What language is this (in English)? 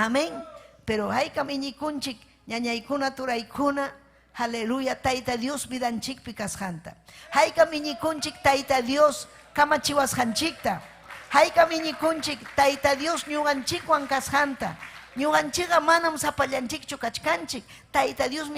Ayacucho Quechua